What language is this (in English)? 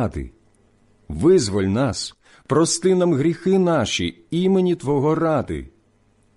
Ukrainian